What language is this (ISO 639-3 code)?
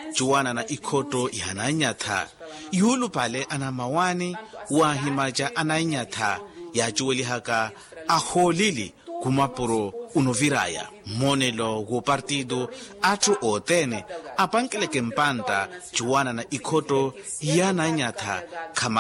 vmw